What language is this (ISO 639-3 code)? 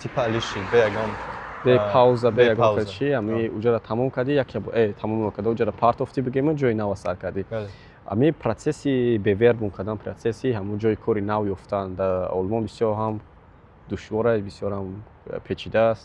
tgk